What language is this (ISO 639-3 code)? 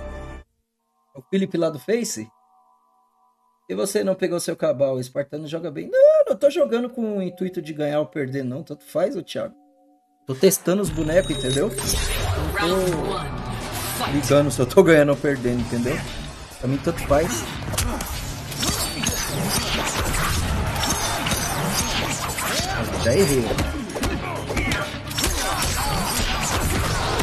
por